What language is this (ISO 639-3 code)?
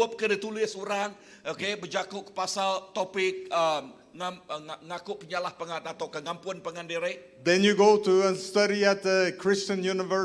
iba